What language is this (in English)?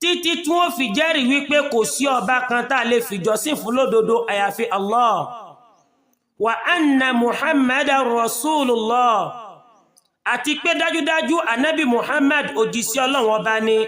Yoruba